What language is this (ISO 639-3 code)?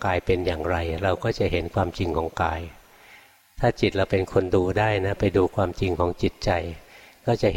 tha